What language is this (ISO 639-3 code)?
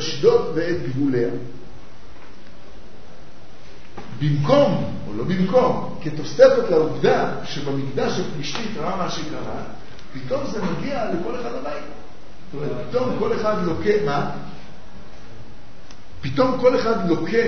heb